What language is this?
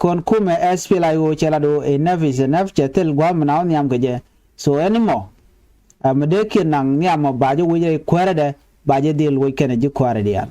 Nuer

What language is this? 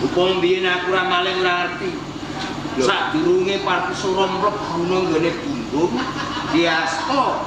Javanese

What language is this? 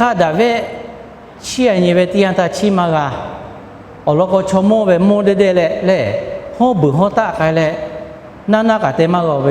Lahu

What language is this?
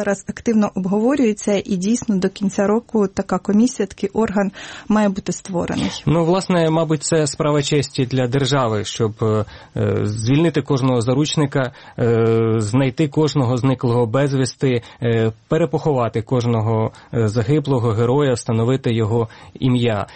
Ukrainian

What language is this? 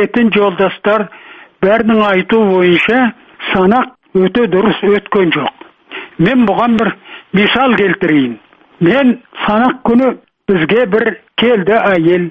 Kazakh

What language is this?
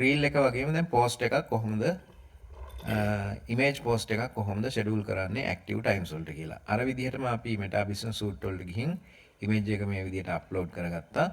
Sinhala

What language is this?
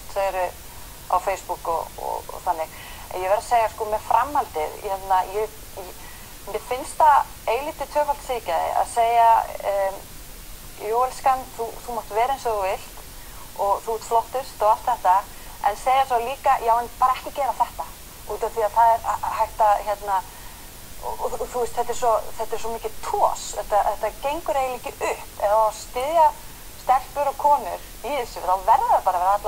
Icelandic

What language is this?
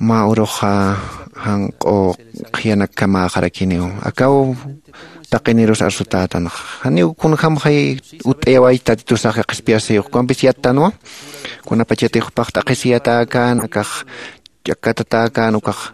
Aymara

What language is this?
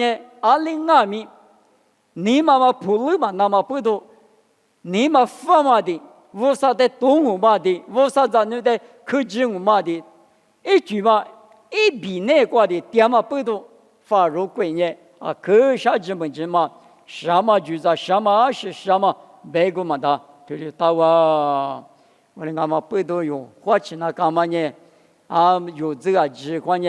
Lisu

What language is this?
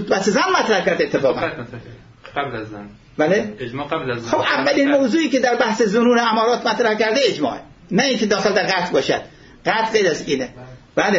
Persian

